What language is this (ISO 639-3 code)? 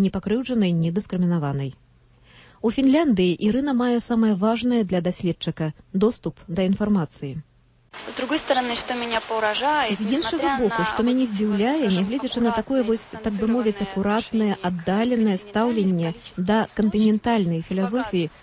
bel